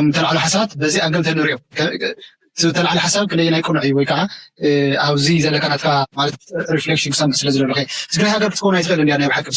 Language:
Tigrinya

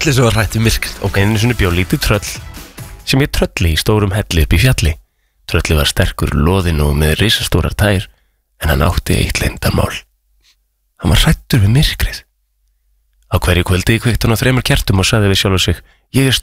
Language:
Icelandic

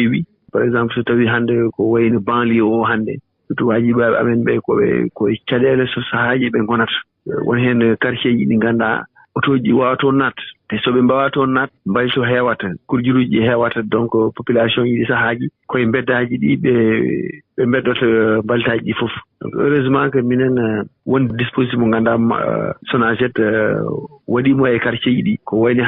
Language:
Fula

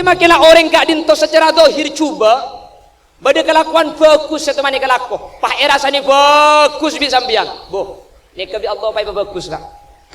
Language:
Madurese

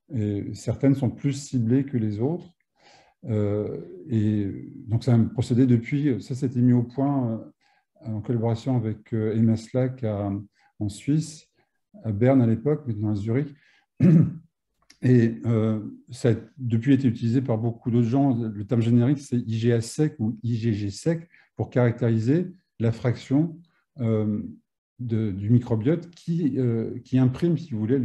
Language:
French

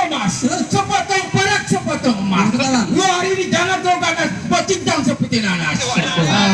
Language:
Betawi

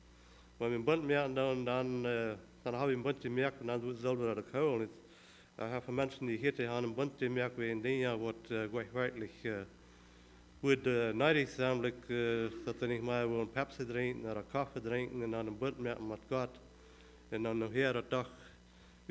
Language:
Plautdietsch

